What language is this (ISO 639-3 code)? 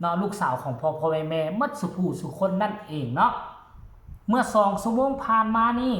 tts